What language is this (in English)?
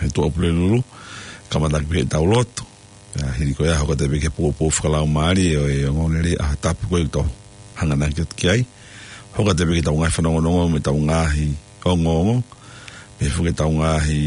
Tongan